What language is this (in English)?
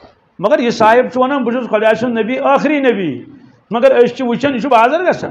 Kashmiri